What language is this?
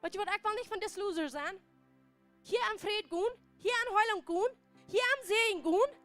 Plautdietsch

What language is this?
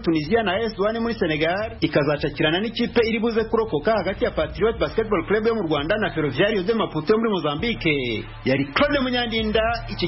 Kinyarwanda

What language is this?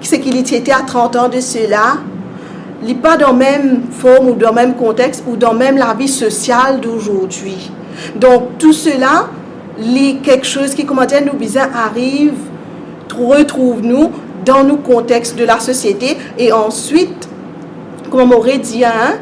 Morisyen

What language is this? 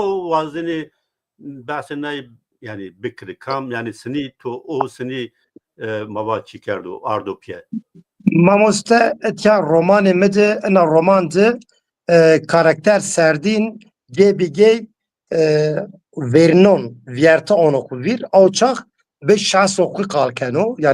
Zaza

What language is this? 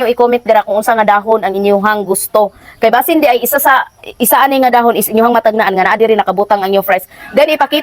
Cebuano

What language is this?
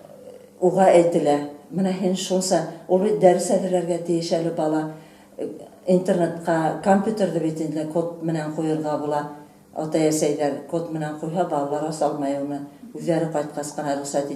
Bashkir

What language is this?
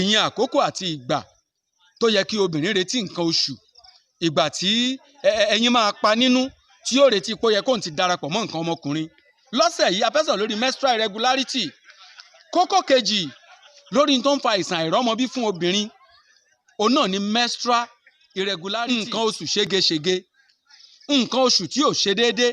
Yoruba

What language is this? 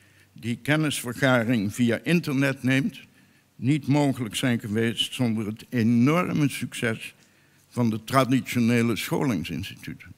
Dutch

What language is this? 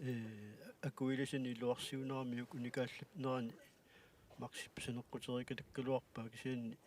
Kalaallisut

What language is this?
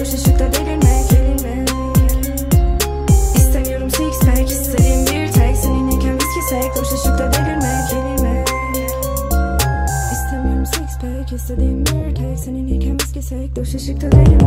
Turkish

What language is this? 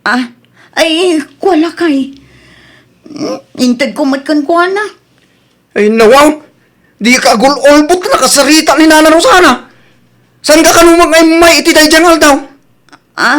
Iloko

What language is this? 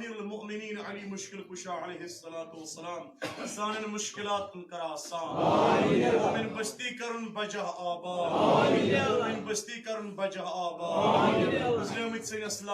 Kashmiri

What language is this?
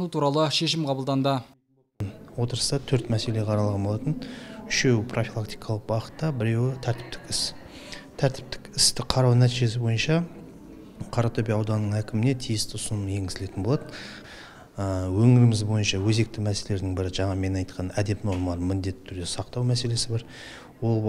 Kazakh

